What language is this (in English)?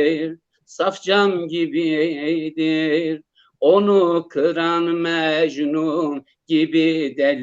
Zaza